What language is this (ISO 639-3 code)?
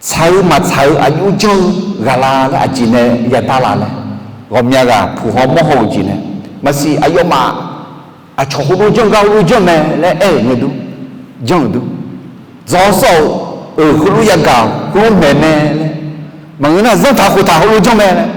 ahk